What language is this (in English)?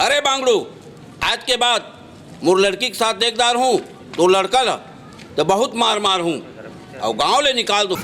Chhattisgarhi